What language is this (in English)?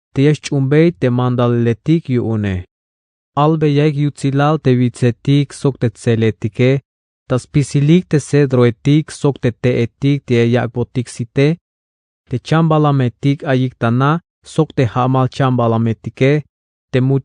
Tzeltal